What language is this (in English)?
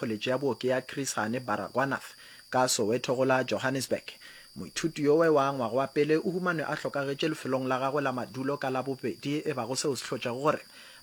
Northern Sotho